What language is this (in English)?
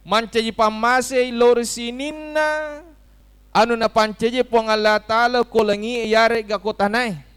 Buginese